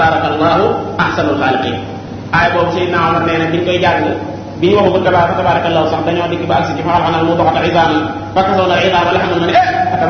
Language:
Wolof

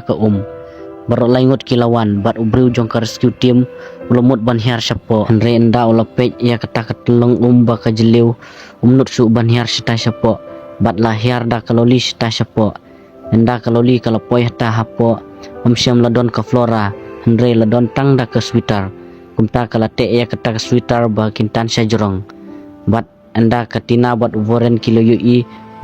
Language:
Khasi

